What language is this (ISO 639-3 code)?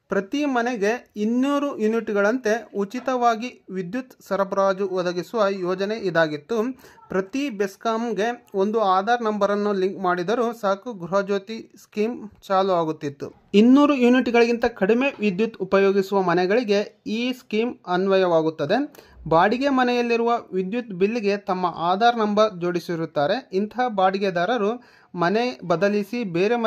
kan